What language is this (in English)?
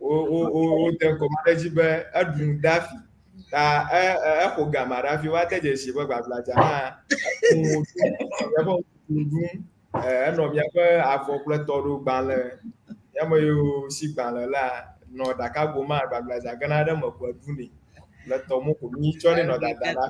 Ewe